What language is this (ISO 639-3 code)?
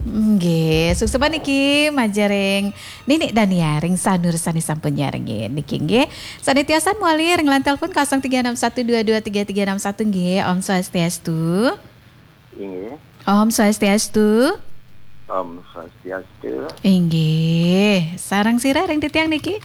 ban